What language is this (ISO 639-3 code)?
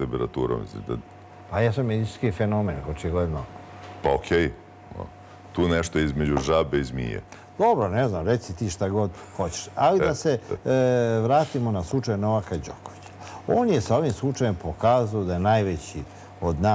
srp